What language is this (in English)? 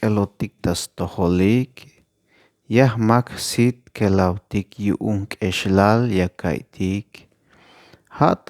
Tzeltal